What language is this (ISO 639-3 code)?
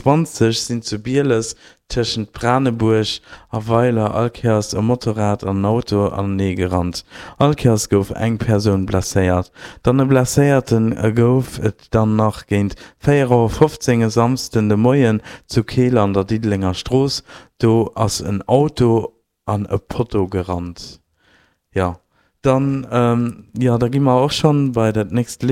ltz